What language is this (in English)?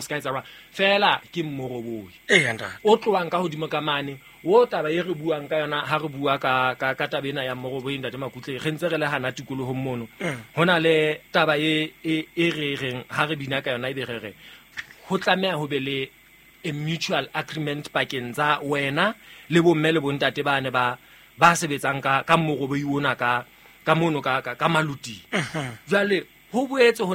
Southern Sotho